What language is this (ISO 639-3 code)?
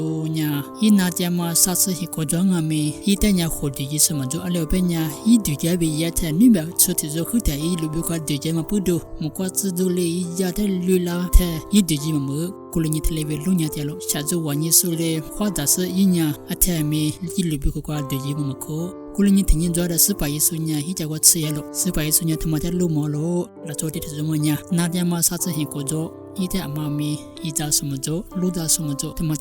lis